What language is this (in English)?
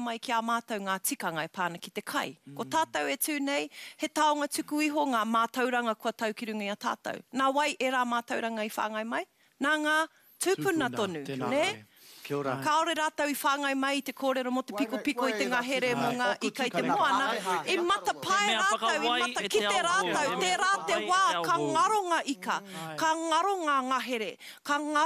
Māori